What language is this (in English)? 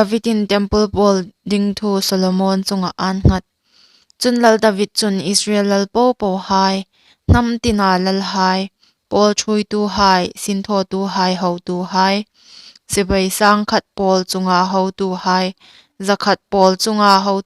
Hmar